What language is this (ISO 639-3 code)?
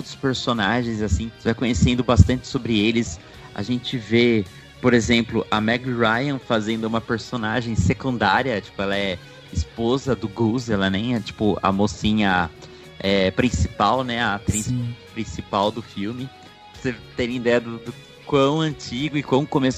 por